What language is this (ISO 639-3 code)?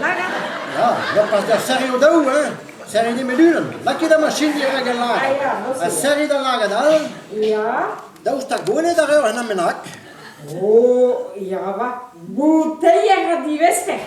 bre